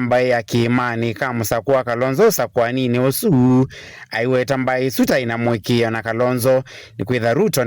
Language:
Kamba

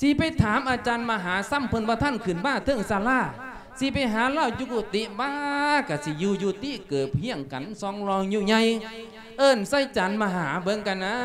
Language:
Lao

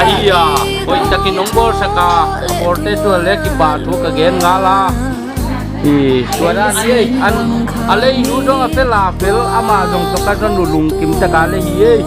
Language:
Paite Chin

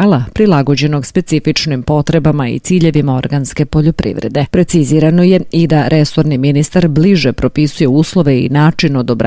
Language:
Serbian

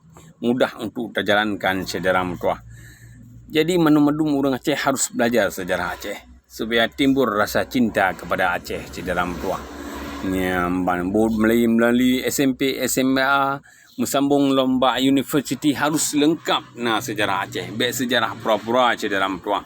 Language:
Achinese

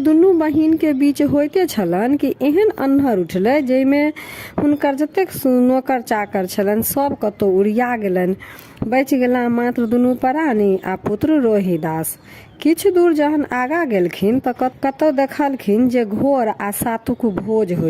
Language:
Maithili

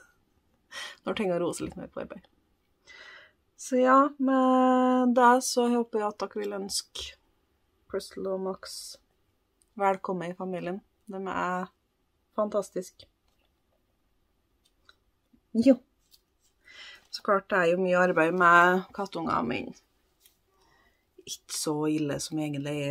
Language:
Norwegian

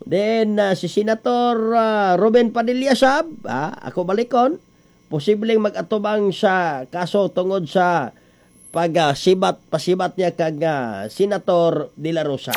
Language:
Cebuano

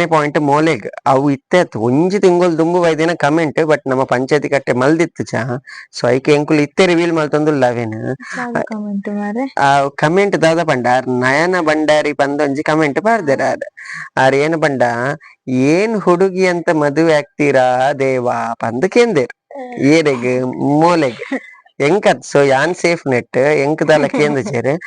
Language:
Tulu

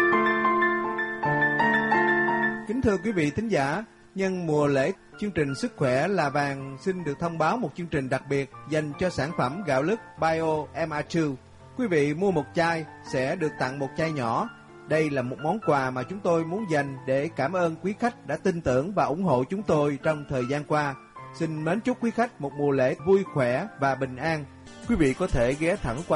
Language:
Vietnamese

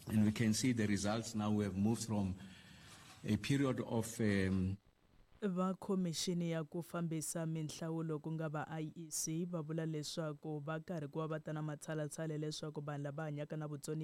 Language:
Tsonga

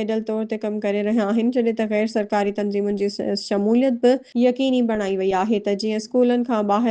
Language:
Sindhi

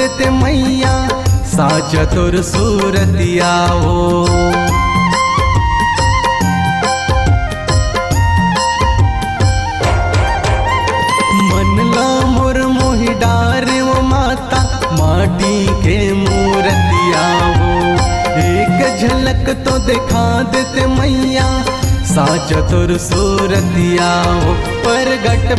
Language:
Chhattisgarhi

